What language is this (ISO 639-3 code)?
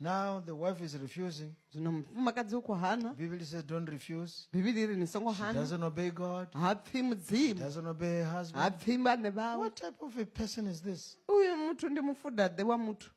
ven